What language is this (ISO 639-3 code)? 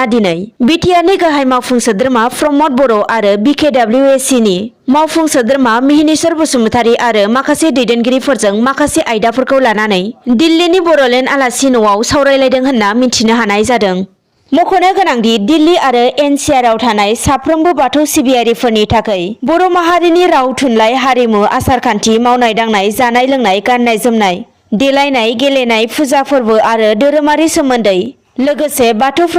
brx